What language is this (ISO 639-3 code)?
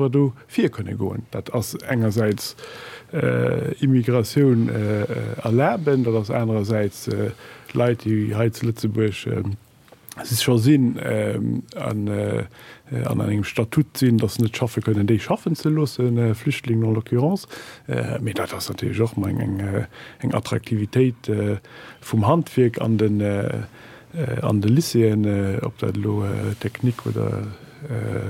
ltz